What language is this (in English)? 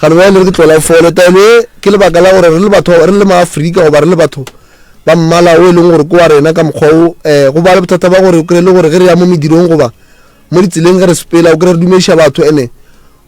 Northern Sotho